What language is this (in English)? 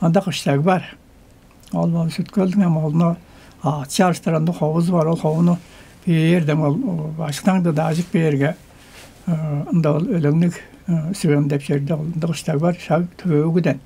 Tuvinian